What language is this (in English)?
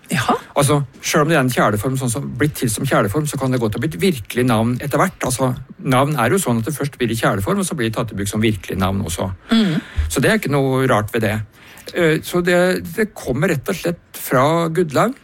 Norwegian